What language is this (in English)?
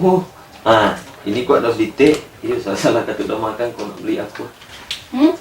Manado Malay